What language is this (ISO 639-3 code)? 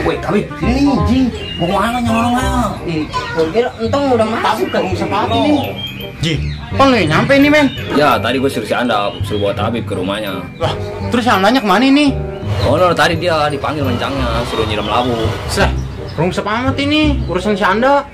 bew